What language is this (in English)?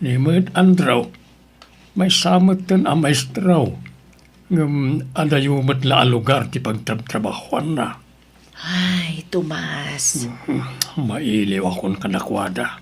Iloko